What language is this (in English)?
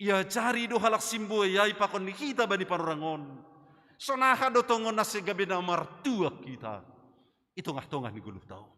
Batak Simalungun